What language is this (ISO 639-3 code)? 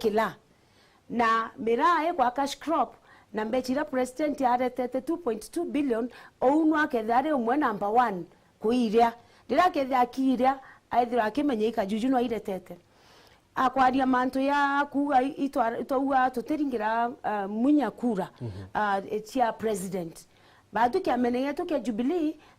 mer